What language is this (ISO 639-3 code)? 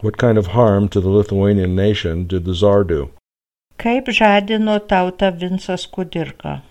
lit